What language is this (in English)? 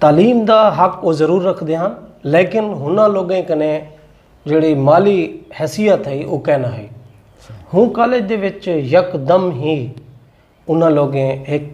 Saraiki